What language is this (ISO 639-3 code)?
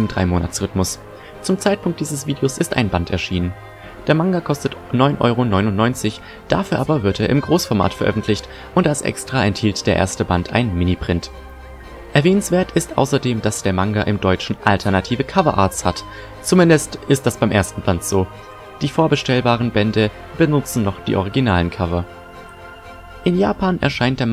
deu